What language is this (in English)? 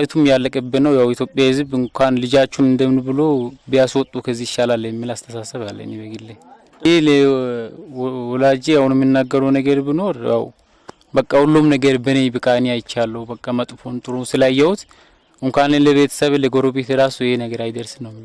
Amharic